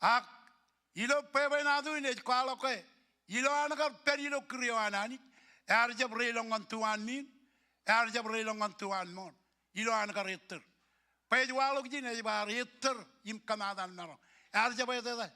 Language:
Marshallese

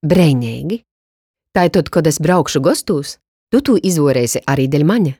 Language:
Latgalian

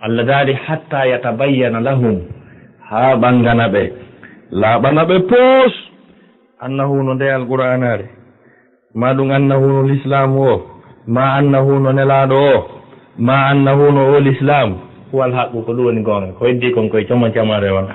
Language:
Fula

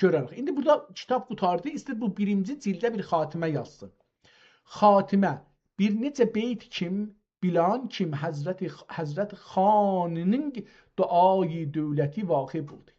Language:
South Azerbaijani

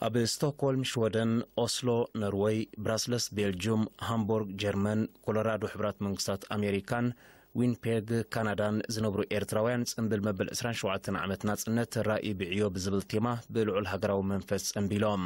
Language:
Tigrinya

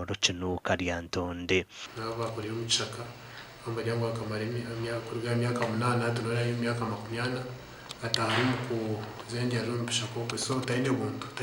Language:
Nyankole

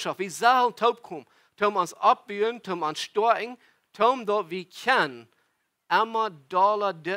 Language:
Plautdietsch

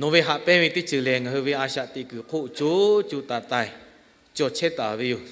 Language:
Lahu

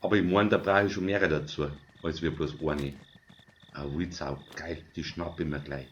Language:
Bavarian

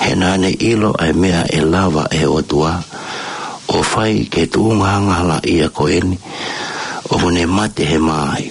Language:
Tongan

